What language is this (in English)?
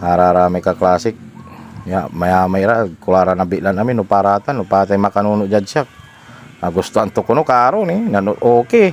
Pangasinan